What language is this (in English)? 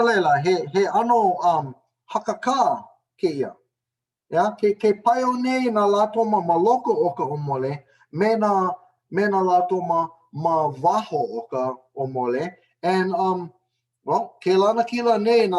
Hawaiian